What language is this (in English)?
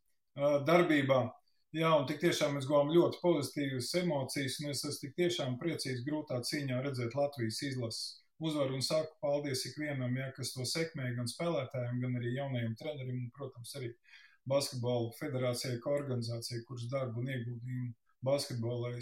Latvian